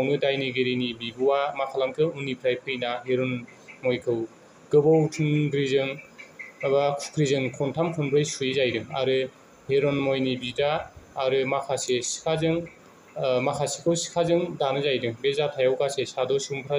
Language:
Bodo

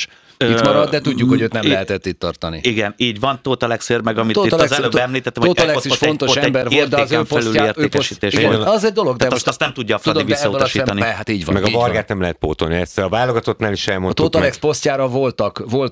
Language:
Hungarian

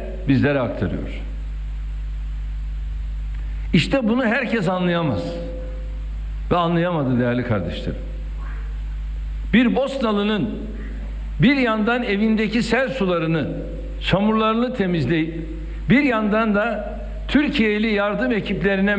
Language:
Turkish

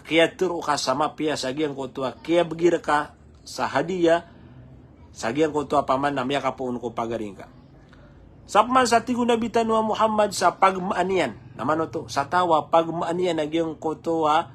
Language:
Maranao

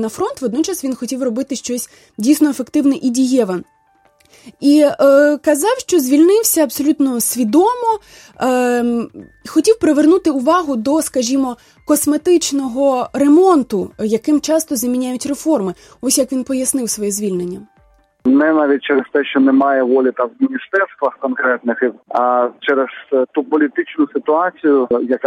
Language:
Ukrainian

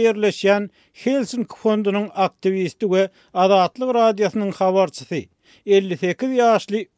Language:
Turkmen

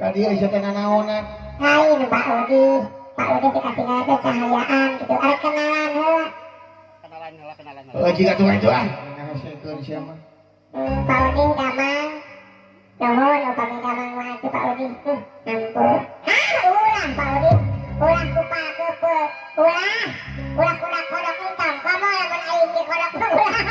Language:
Sundanese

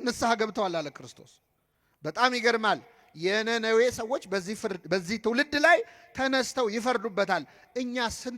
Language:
Amharic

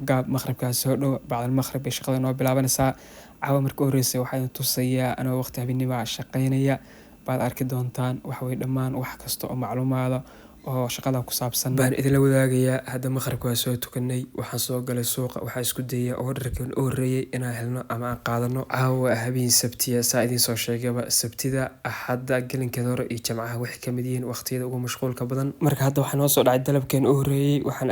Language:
Somali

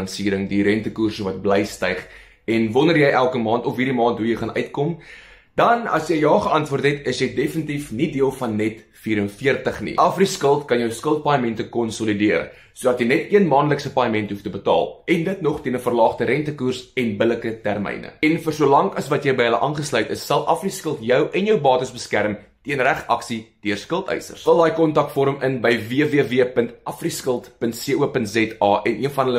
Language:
Afrikaans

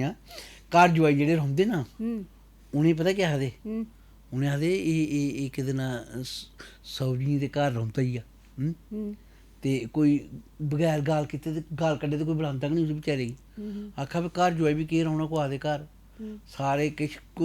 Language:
Dogri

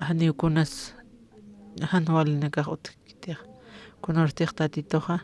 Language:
Aymara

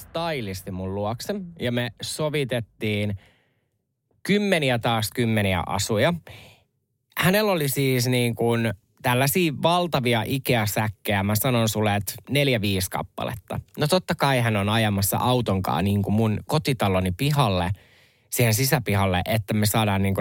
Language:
Finnish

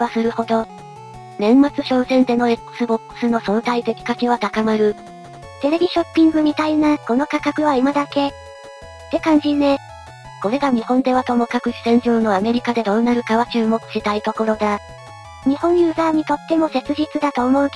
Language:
Japanese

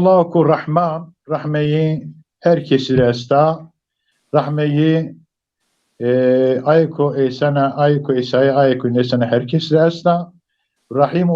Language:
Zaza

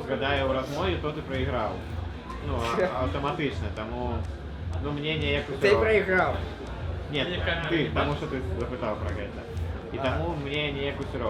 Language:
Belarusian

